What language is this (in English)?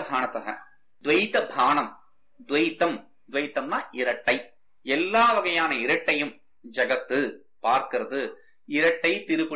Tamil